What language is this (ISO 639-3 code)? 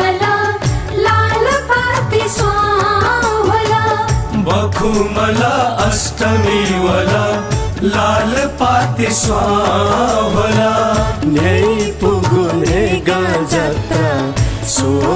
new